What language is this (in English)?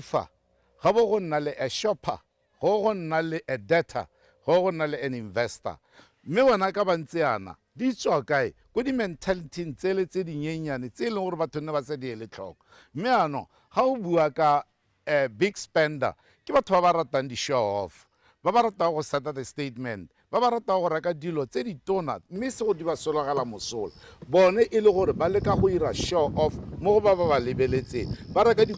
Tswana